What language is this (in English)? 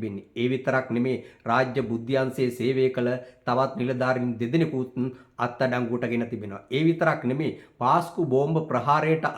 Sinhala